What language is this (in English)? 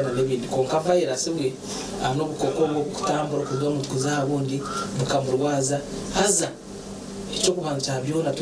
Nyankole